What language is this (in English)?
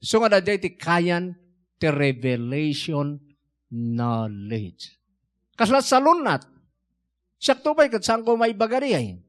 Iloko